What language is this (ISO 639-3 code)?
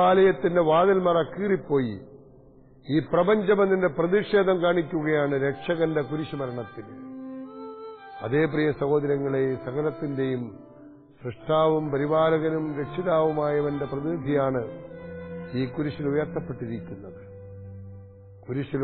mal